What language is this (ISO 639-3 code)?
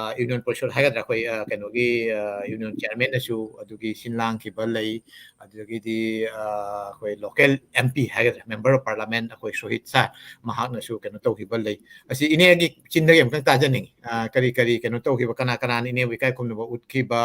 mni